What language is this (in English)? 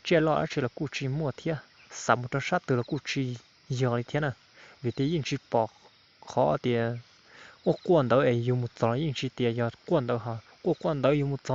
Hmong